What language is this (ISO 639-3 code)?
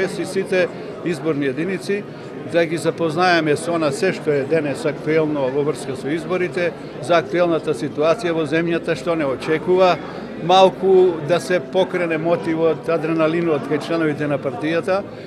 mkd